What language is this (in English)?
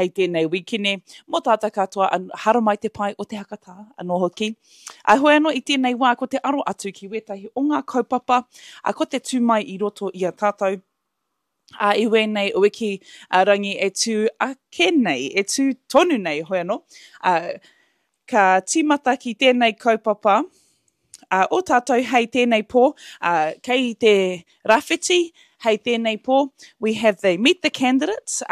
Māori